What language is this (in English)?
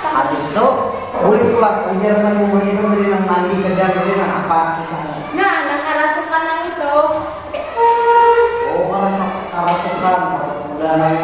Banjar